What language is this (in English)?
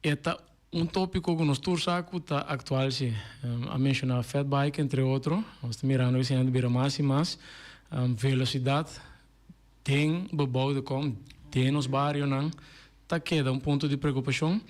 Papiamento